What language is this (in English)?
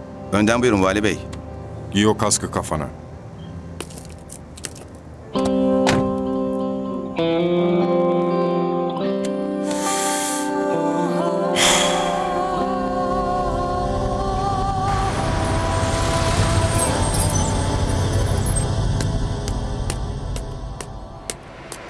Turkish